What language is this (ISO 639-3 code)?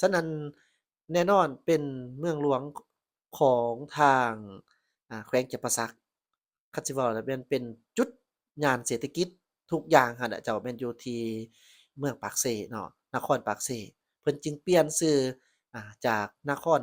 lao